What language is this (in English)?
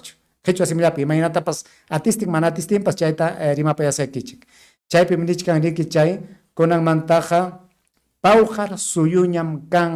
Ayacucho Quechua